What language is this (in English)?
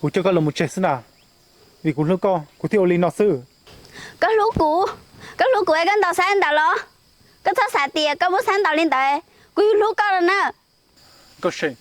Hmong